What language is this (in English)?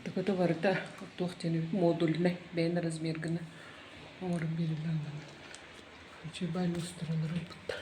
Yakut